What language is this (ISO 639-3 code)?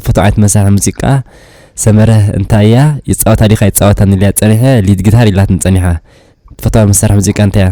tir